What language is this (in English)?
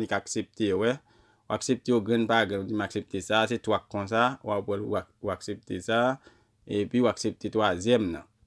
Haitian Creole